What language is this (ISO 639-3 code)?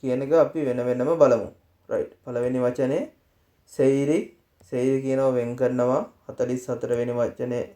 sin